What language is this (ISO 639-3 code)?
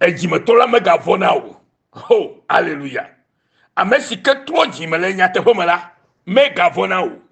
ewe